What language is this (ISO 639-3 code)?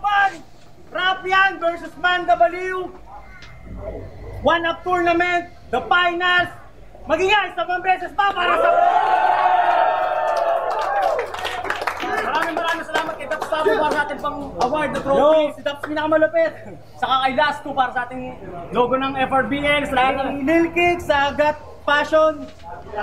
fil